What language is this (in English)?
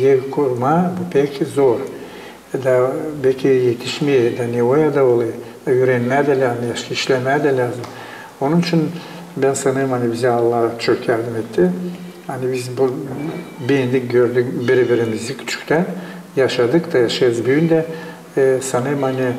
Gagauz